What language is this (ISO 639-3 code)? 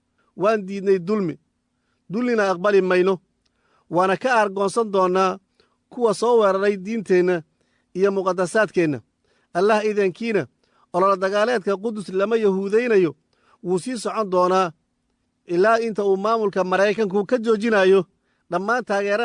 som